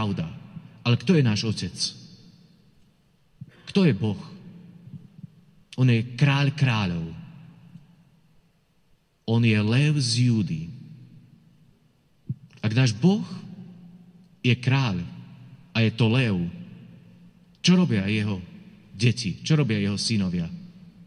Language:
Slovak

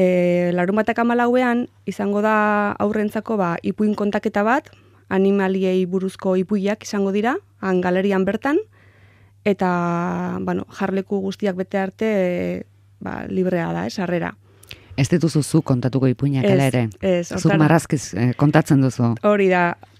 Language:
Basque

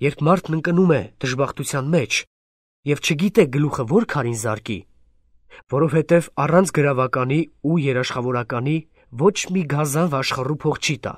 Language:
Armenian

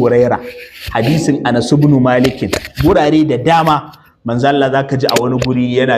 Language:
Hausa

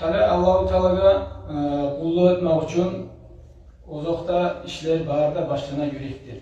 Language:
Kumyk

